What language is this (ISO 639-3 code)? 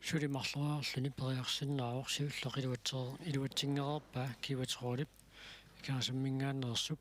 kal